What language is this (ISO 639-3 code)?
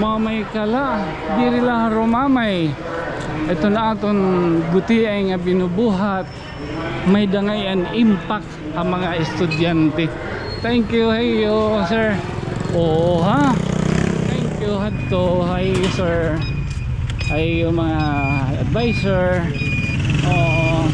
war